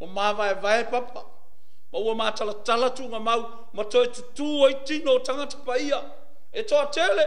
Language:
Samoan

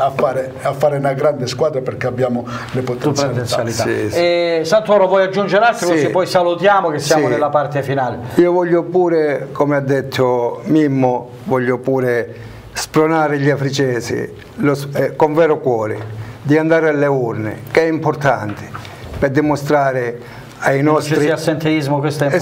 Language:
Italian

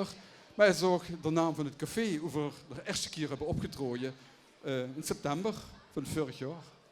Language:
Limburgish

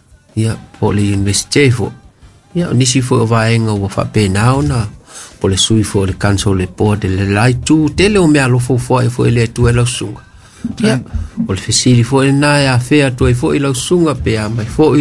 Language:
Samoan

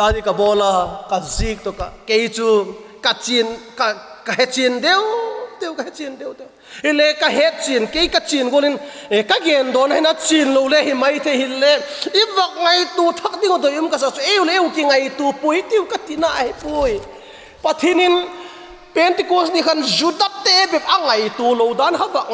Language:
Vaiphei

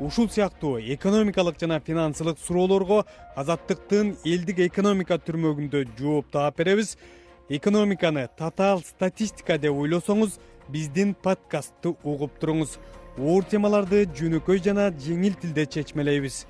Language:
Kyrgyz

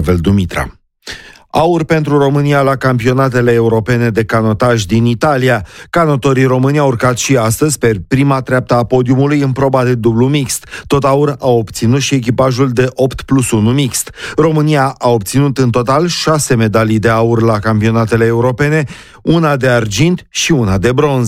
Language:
Romanian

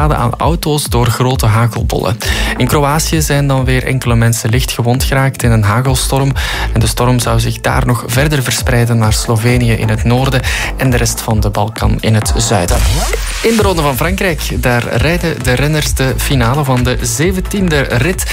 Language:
Dutch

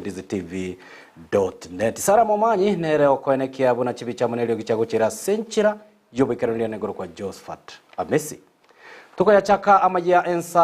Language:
Gusii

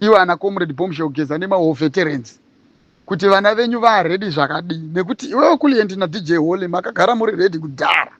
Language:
Shona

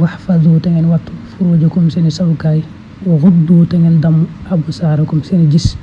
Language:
Wolof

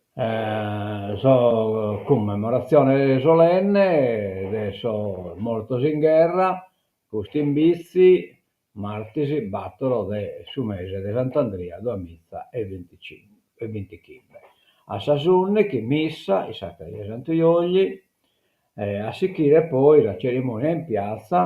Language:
Sardinian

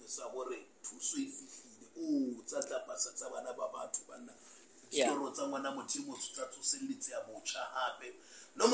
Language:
Southern Sotho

